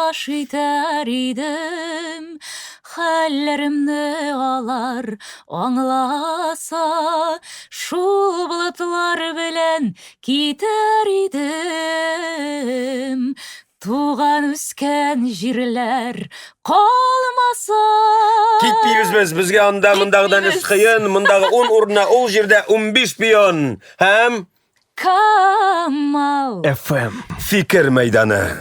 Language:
Tatar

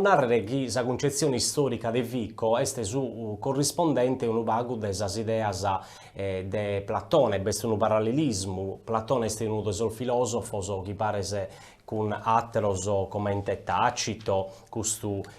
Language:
Sardinian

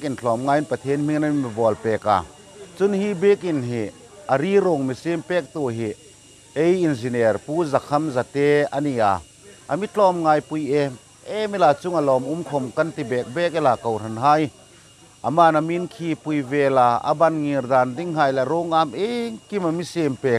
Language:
Hmar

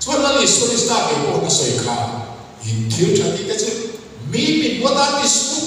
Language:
Mizo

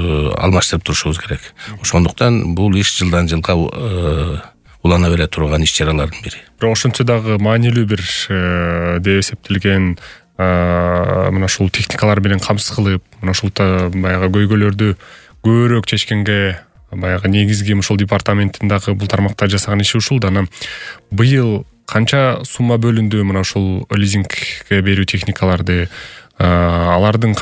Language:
Kyrgyz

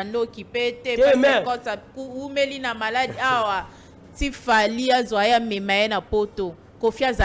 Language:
Lingala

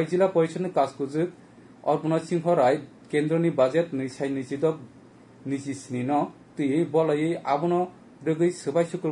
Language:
Kok Borok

